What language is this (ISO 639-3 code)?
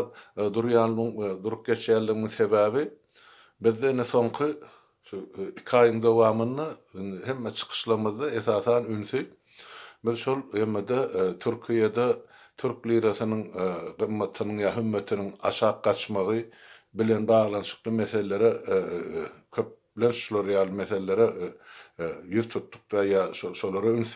tuk